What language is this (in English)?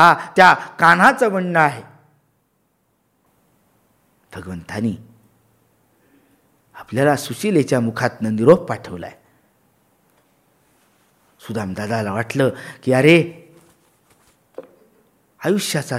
Marathi